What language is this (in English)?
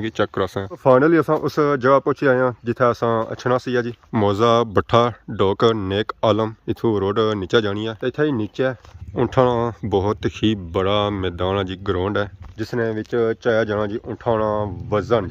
Pahari-Potwari